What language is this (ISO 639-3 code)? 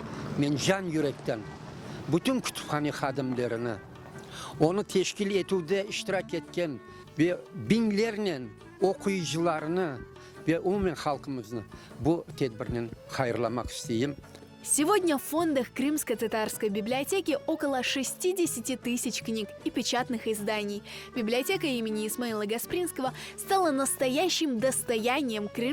crh